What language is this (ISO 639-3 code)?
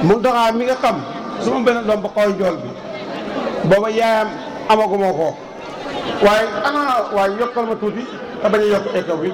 wol